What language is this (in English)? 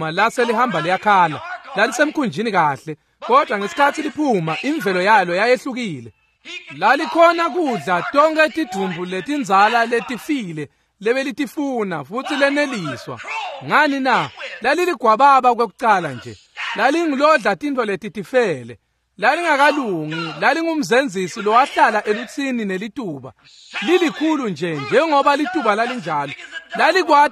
Swati